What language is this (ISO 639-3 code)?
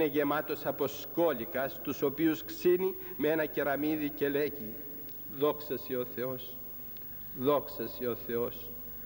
ell